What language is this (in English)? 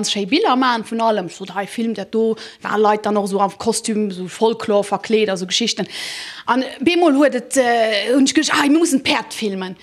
Luxembourgish